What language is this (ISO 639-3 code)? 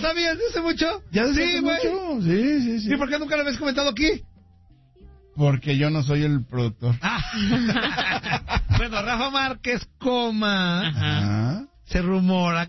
spa